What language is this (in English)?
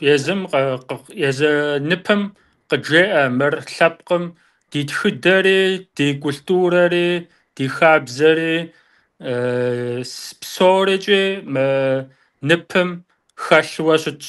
Kabardian